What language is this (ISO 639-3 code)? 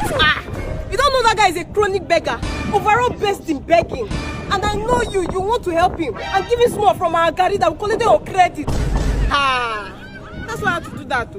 pcm